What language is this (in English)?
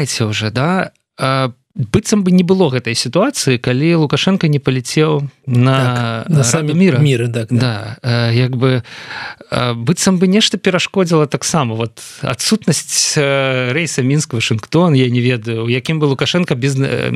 Belarusian